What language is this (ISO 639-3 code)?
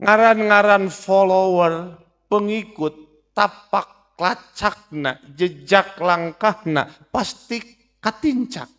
sun